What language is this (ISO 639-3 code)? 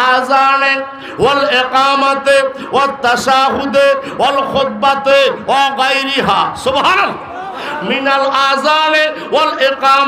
ben